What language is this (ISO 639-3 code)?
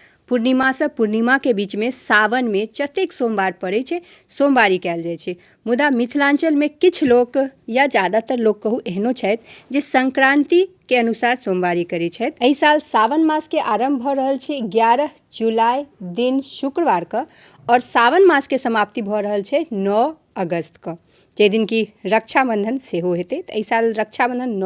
mai